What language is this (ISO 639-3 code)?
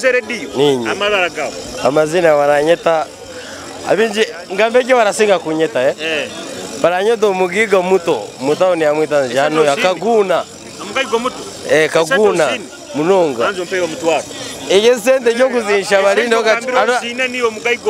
nyo